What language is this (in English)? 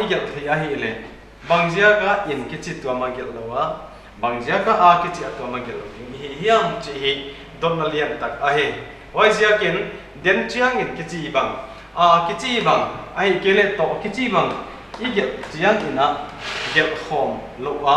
Paite Chin